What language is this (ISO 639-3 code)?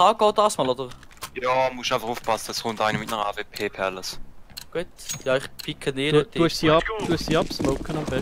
gsw